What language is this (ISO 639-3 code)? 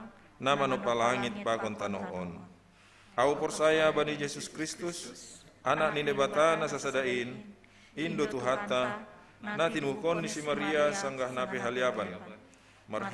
bts